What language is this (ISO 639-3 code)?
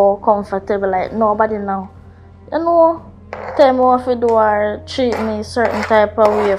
jam